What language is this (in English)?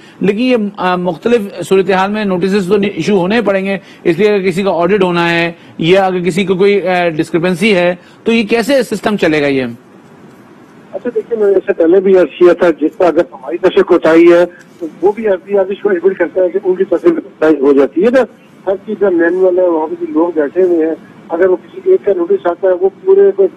Urdu